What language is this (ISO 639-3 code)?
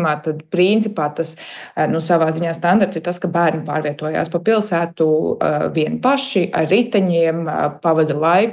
lav